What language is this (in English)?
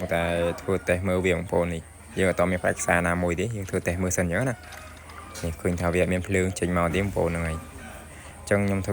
Khmer